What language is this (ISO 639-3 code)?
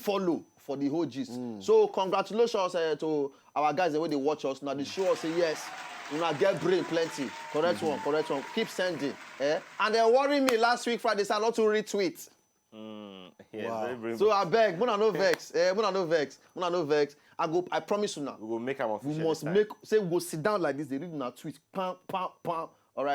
pcm